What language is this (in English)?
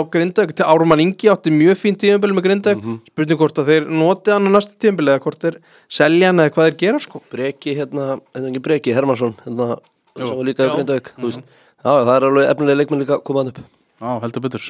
Icelandic